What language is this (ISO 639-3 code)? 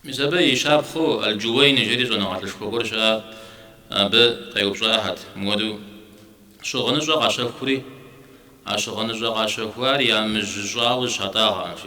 kbd